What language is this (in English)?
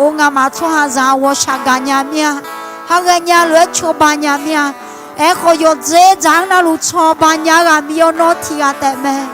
Akha